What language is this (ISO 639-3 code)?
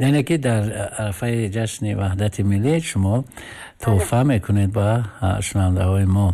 tgk